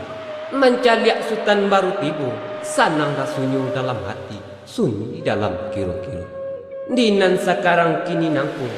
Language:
Minangkabau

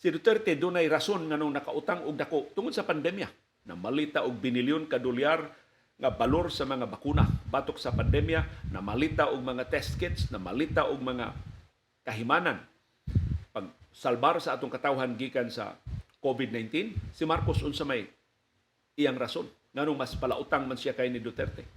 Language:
Cebuano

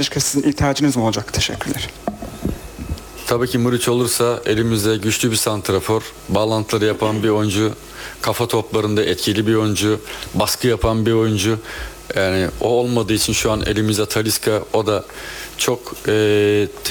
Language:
Turkish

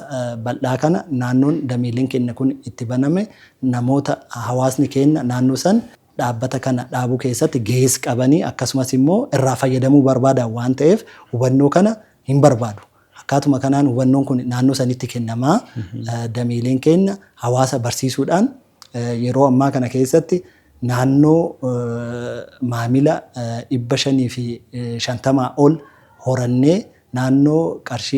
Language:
Oromo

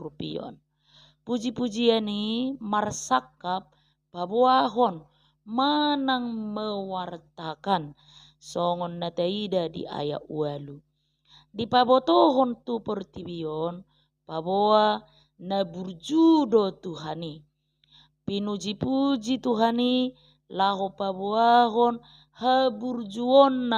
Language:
Batak Toba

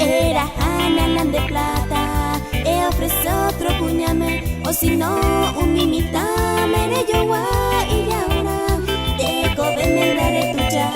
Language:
Guarani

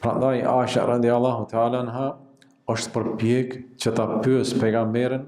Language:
Albanian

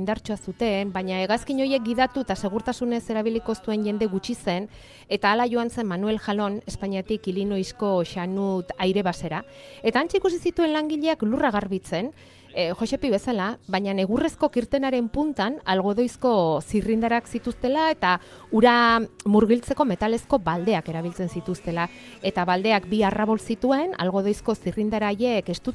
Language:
Basque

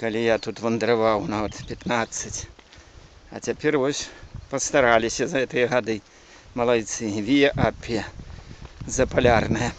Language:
Belarusian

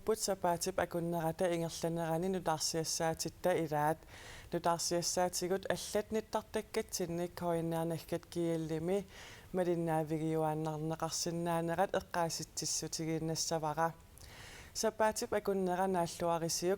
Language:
Kalaallisut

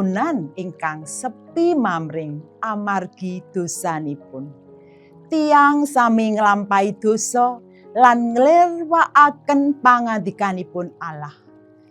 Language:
Javanese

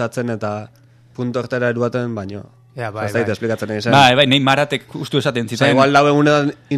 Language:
Basque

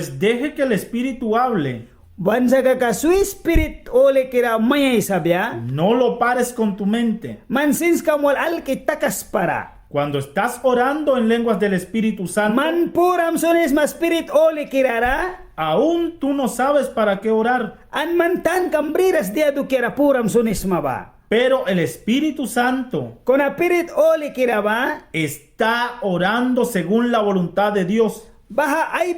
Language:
Mískito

